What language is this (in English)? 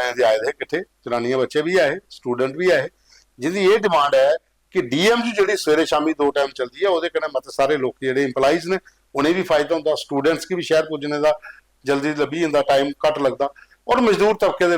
Dogri